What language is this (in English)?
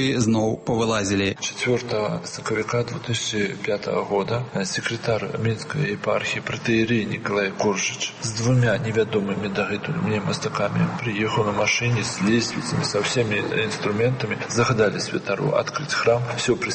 Belarusian